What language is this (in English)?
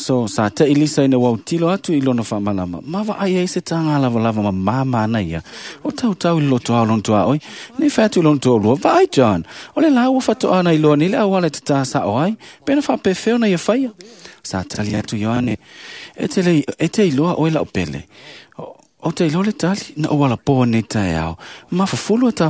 Samoan